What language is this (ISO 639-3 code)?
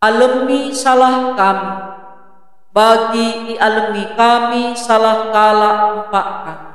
btx